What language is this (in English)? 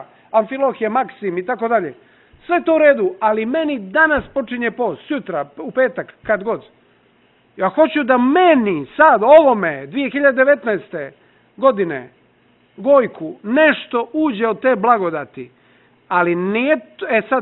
Serbian